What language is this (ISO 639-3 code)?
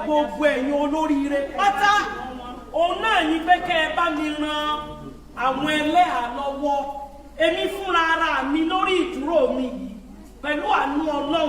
yor